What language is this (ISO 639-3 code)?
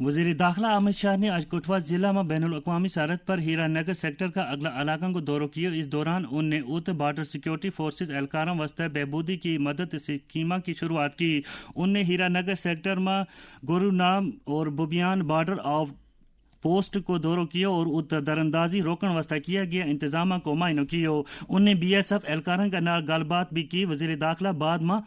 gju